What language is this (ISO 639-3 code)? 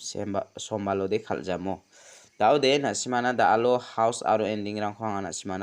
grt